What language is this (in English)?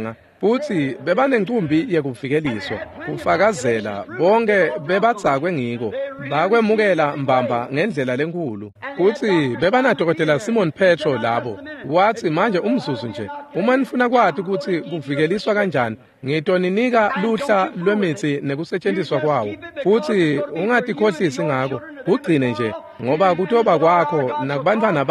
Swati